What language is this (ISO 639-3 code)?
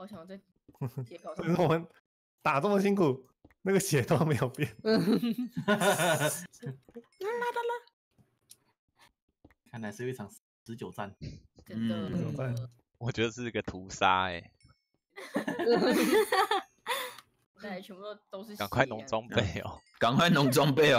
zho